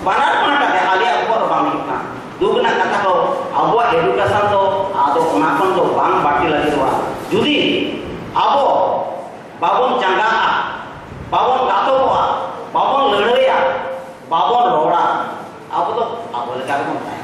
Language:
Santali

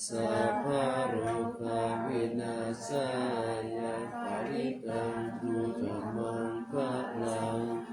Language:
Pali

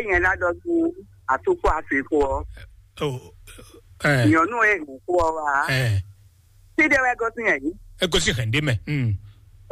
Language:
Fon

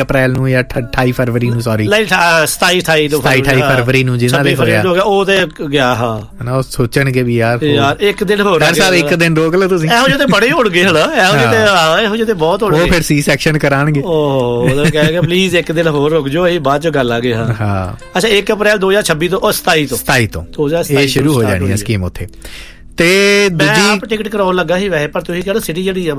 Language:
Punjabi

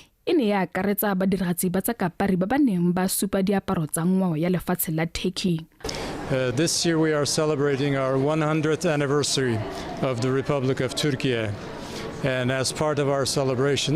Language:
Tswana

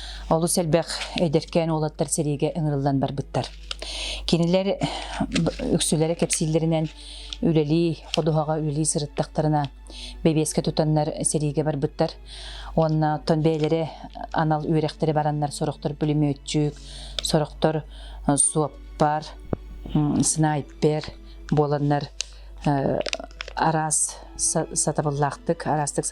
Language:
Yakut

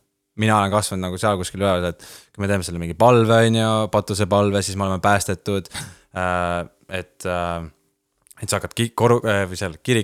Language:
Estonian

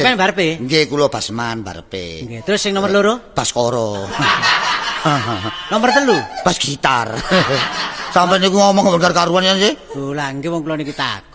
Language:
Javanese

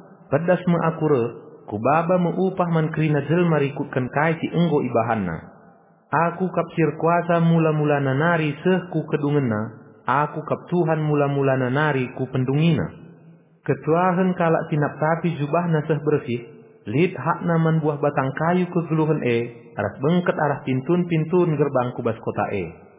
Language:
Batak Karo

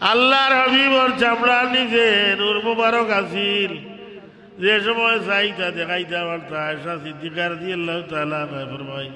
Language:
Sylheti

